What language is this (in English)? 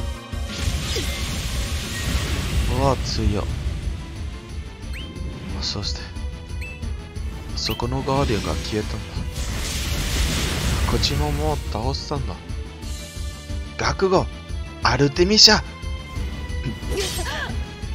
Japanese